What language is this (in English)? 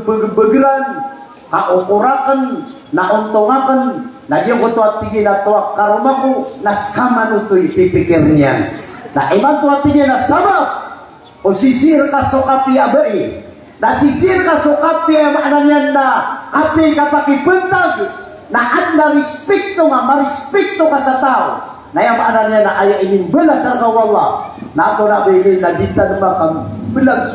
Maranao